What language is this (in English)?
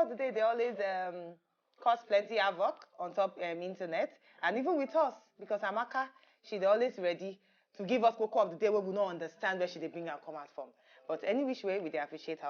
Nigerian Pidgin